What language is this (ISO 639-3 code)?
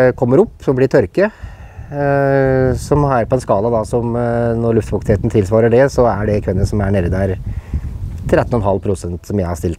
nor